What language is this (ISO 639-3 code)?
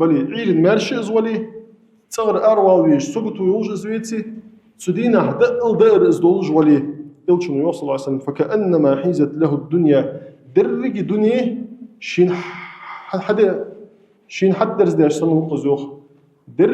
inh